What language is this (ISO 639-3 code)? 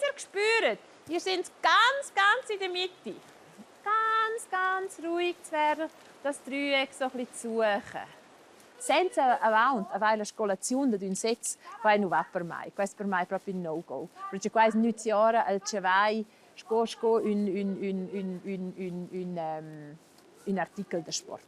roh